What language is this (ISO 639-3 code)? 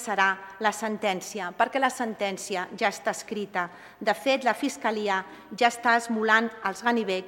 cat